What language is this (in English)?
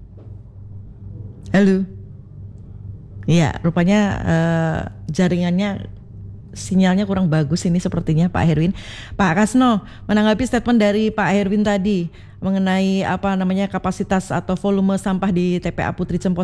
Indonesian